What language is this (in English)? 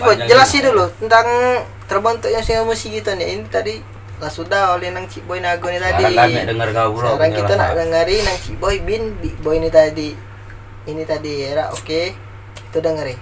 Musi